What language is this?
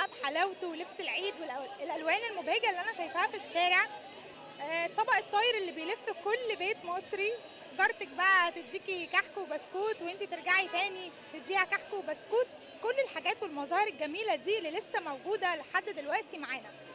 Egyptian Arabic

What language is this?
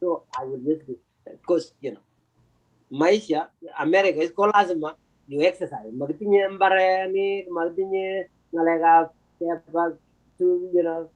Kalenjin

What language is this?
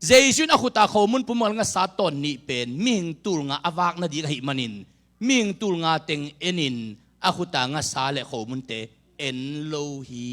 Tedim Chin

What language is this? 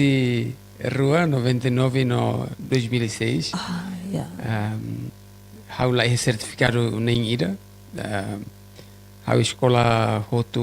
Tetum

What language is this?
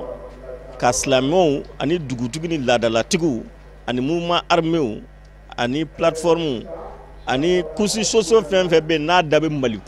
Bambara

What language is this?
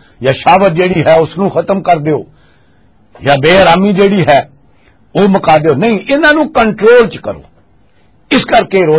Western Panjabi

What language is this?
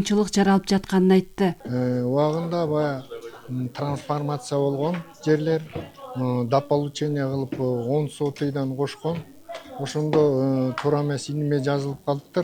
Kyrgyz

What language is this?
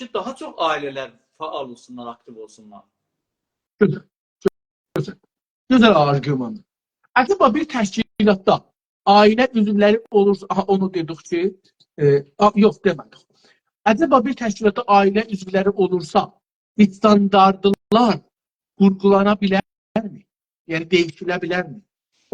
South Azerbaijani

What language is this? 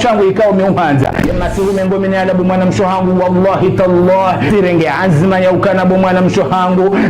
Ngazidja Comorian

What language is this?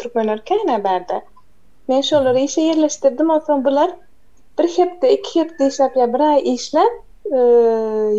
Turkmen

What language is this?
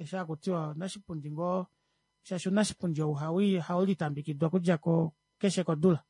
Kuanyama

